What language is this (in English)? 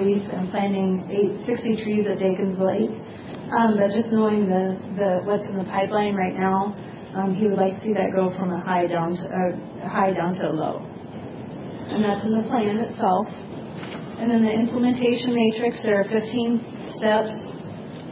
English